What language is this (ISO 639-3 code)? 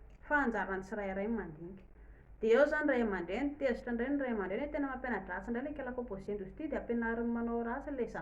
mlg